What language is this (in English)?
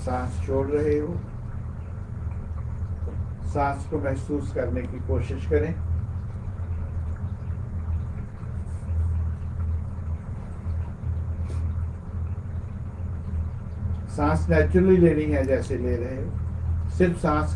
Hindi